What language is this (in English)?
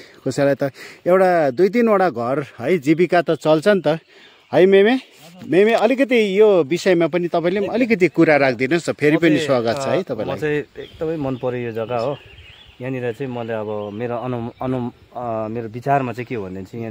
Nepali